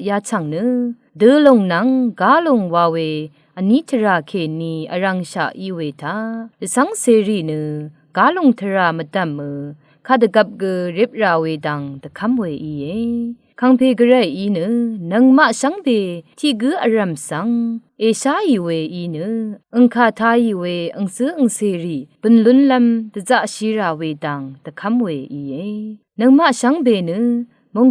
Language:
Rawang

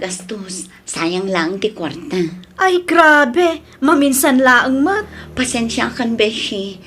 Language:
Iloko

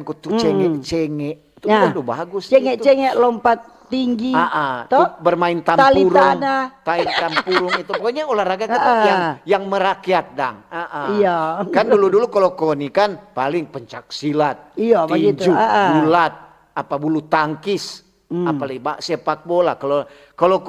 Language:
Manado Malay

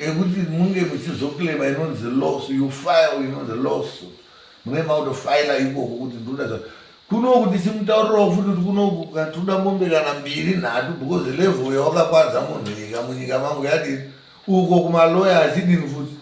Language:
Shona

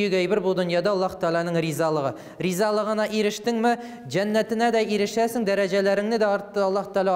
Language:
Tatar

